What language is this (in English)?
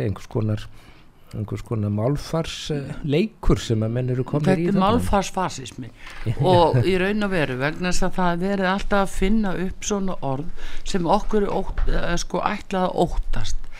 Icelandic